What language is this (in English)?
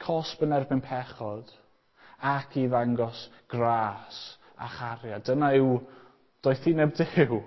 Welsh